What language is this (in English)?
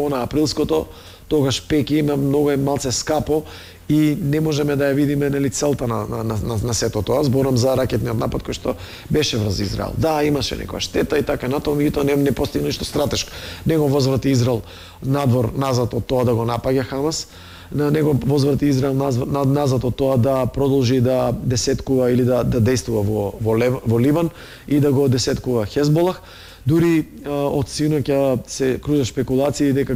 Macedonian